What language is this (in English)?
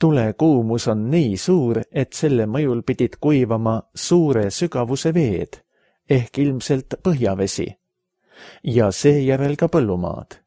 Estonian